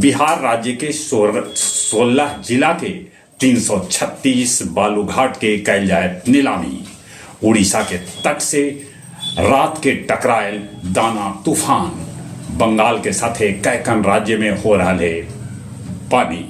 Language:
Magahi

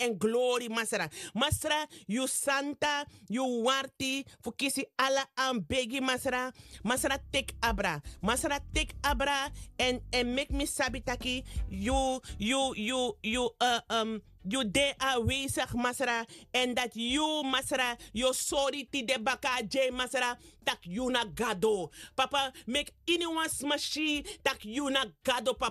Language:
Sranan Tongo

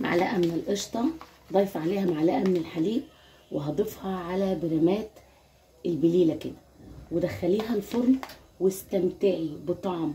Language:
Egyptian Arabic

